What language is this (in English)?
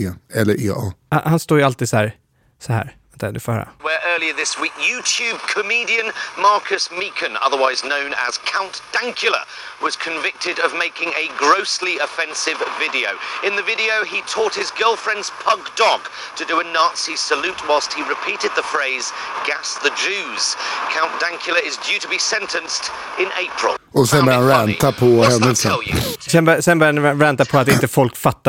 Swedish